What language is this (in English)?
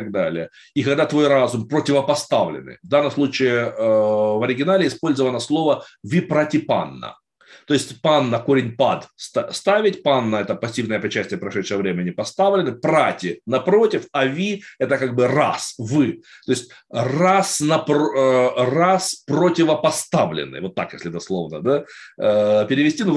Russian